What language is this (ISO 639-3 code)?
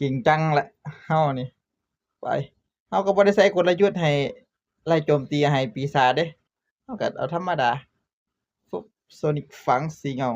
tts